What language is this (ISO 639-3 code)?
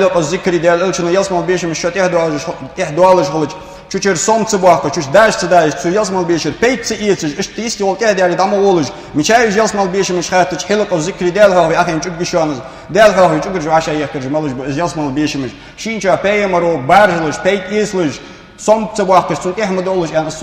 inh